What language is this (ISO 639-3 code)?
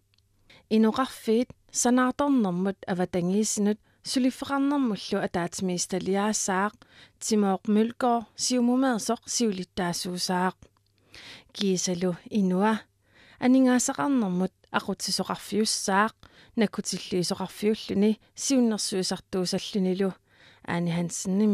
kal